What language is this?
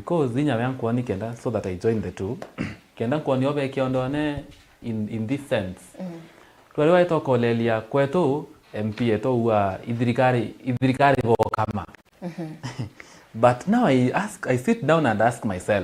Meru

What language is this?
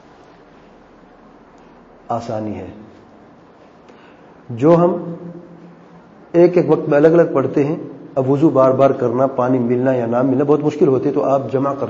Urdu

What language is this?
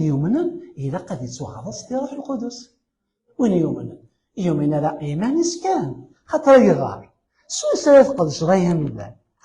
Kabyle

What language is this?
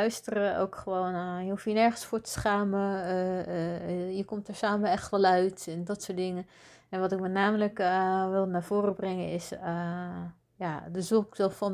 Dutch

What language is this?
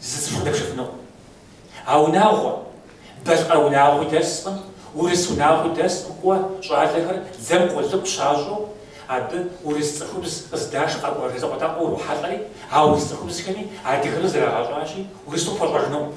Kabardian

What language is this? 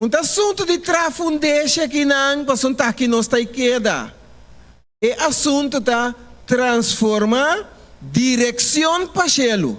Papiamento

